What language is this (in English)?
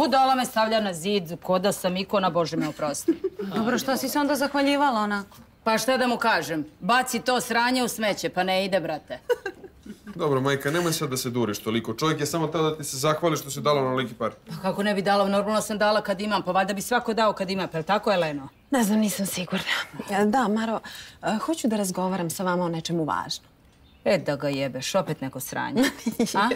Serbian